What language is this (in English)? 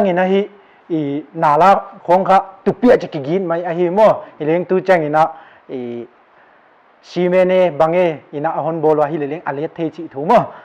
Paite Chin